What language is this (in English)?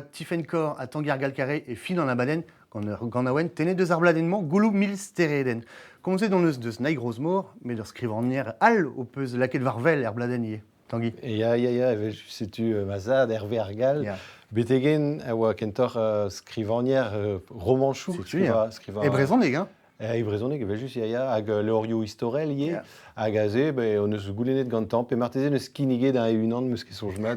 Breton